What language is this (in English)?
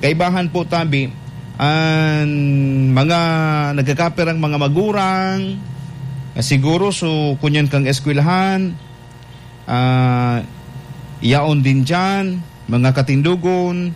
Bikol